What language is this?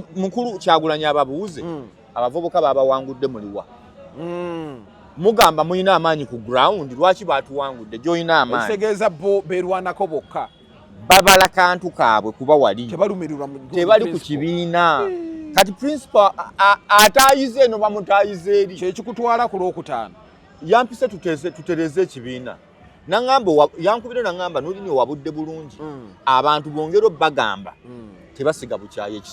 Ganda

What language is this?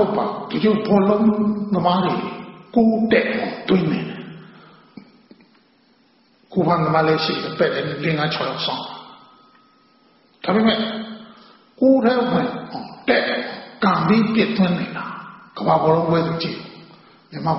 Burmese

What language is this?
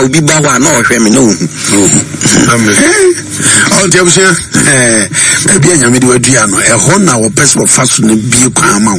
Akan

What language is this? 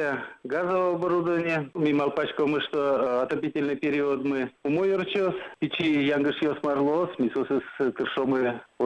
Udmurt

